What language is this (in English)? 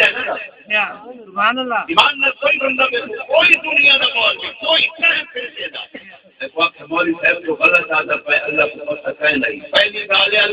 Saraiki